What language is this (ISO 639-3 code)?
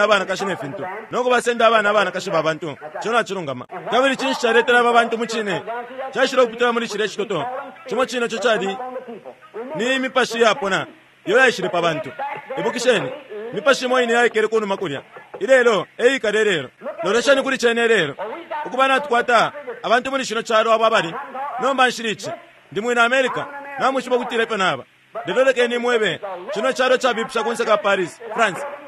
bem